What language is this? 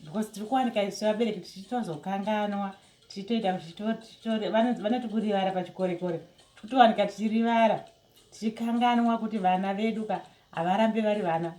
Shona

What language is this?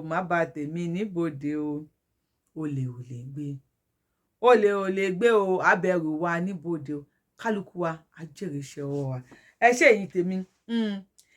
Yoruba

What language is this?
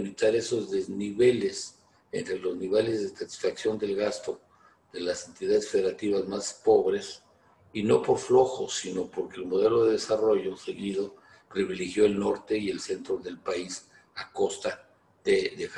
Spanish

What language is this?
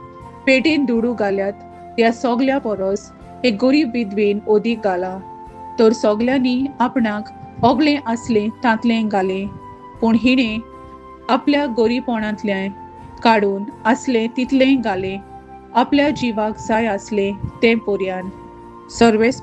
Konkani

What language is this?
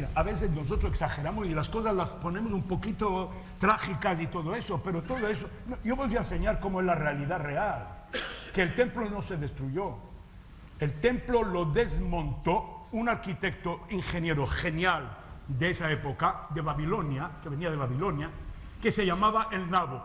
Ladino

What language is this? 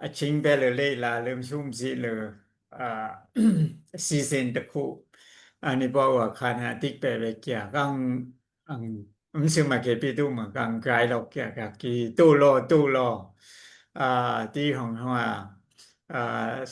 Daai Chin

